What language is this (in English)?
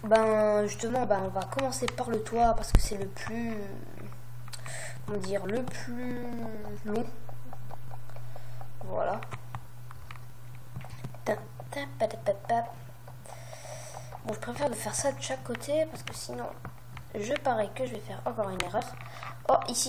French